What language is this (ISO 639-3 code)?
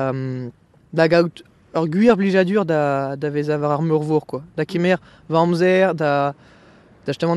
bre